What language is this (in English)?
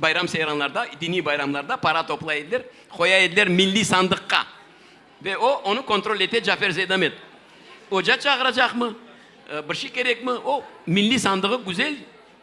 Crimean Tatar